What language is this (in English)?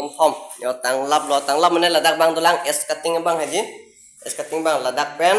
Karbi